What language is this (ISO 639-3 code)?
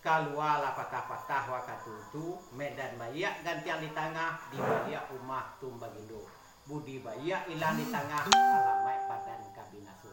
min